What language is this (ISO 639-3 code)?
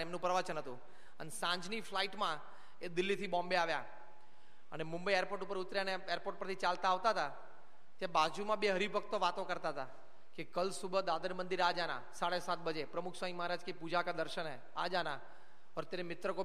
guj